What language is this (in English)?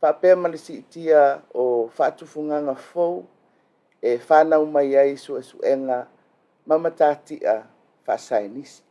Samoan